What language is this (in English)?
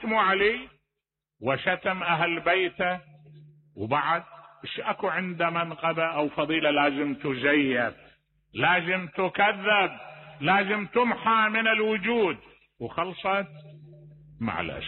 Mesopotamian Arabic